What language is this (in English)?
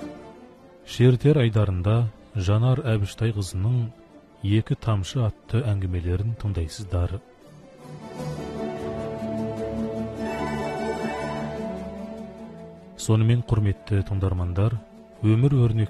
Kazakh